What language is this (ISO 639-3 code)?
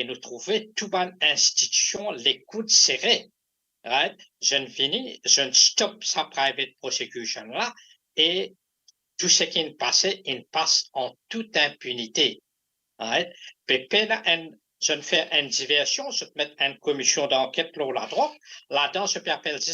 mfe